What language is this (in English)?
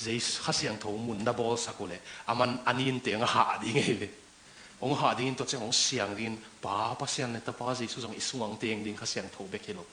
Tedim Chin